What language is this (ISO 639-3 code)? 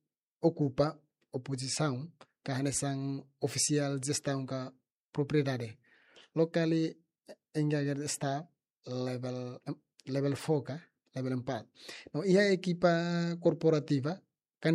tet